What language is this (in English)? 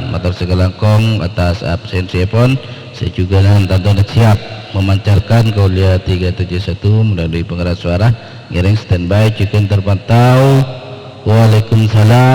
Madurese